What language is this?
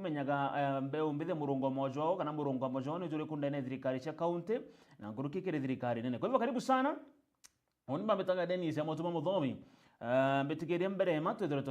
Meru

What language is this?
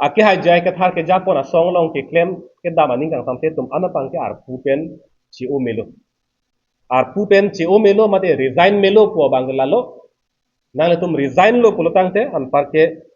Karbi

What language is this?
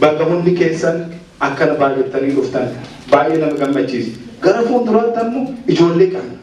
Oromo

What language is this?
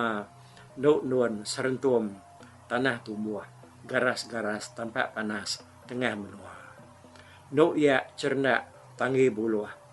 Iban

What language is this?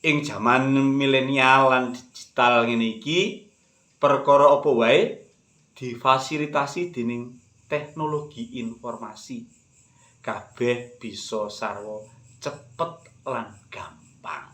Javanese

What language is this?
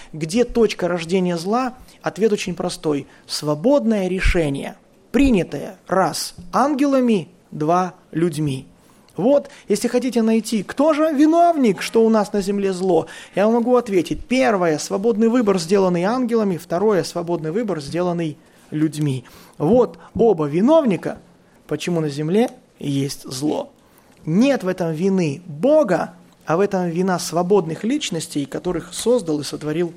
Russian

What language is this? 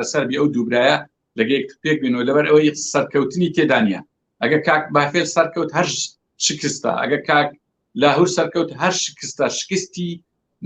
Central Kurdish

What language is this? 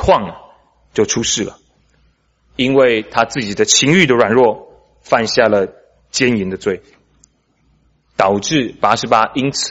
Chinese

